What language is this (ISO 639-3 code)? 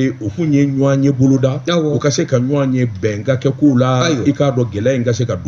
bam